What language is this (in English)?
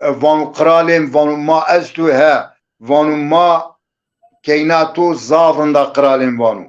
Zaza